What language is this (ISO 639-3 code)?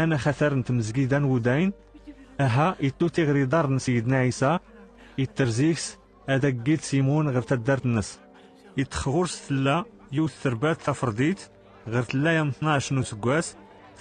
kab